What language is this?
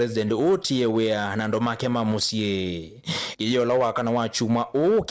Kamba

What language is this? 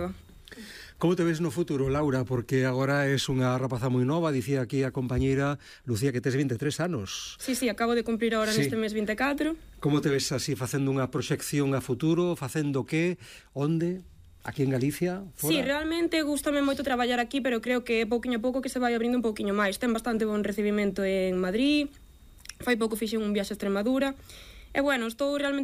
Galician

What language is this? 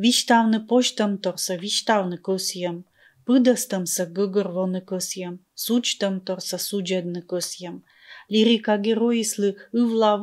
Komi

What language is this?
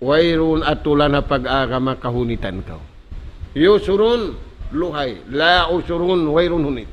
Tausug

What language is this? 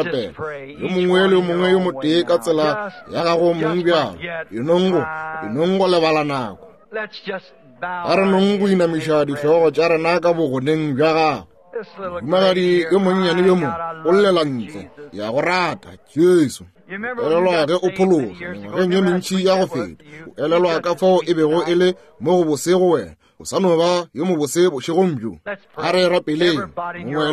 Northern Sotho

